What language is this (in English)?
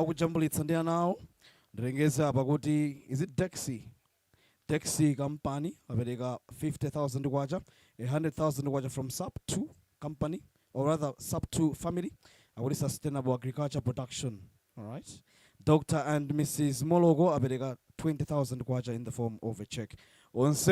Nyanja